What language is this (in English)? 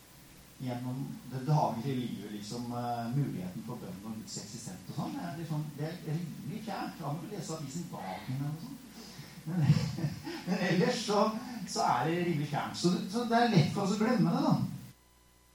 Norwegian